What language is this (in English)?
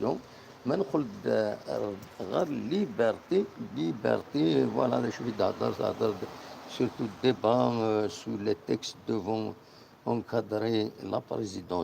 Kabyle